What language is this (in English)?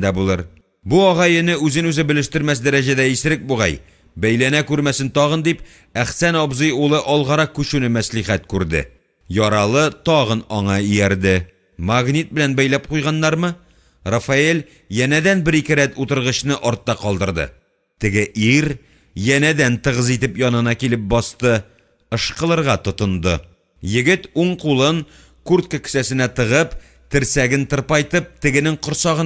Tatar